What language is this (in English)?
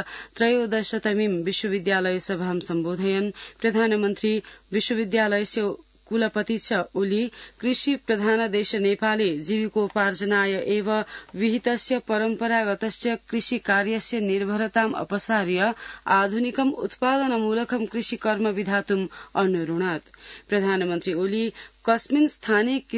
Sanskrit